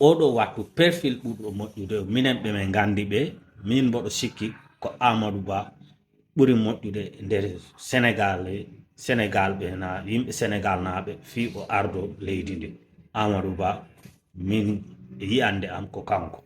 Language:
Fula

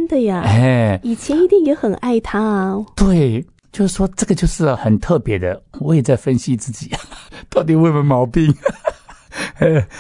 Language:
Chinese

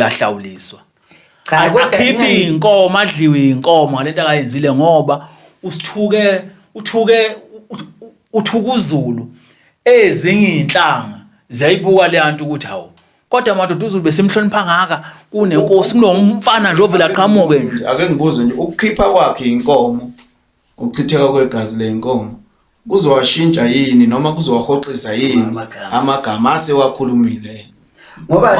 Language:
Zulu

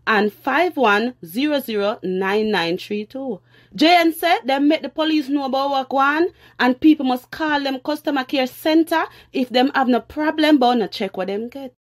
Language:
Jamaican Creole English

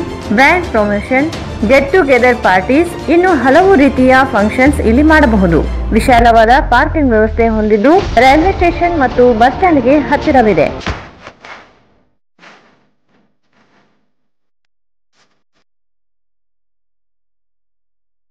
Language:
Kannada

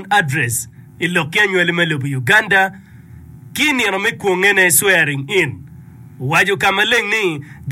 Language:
Acoli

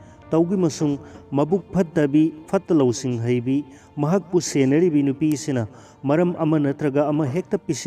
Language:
Manipuri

